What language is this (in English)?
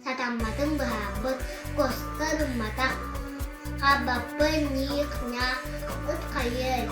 Yakut